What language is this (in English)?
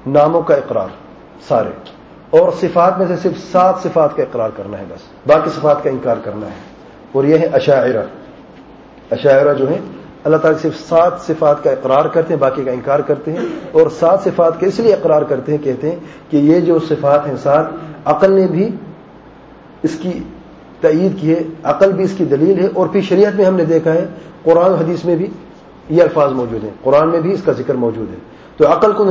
Urdu